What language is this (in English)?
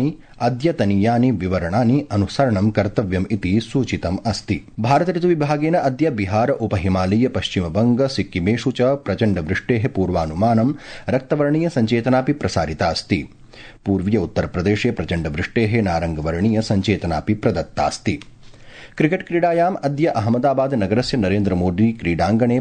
Sanskrit